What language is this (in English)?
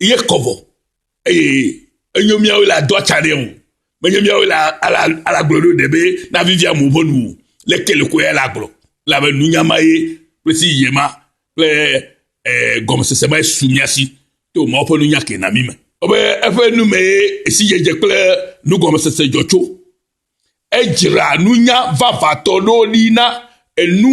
Ewe